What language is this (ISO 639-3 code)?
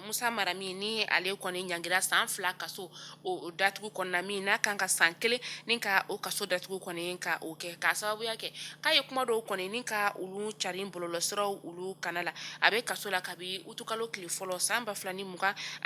bam